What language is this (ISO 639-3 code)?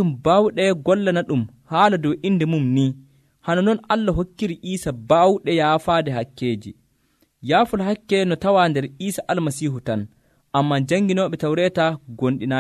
fuv